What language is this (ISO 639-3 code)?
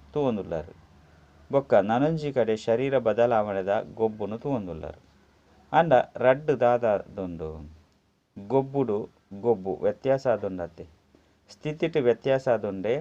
tcy